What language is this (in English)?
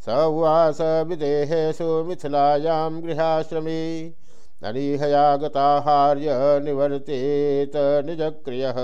Sanskrit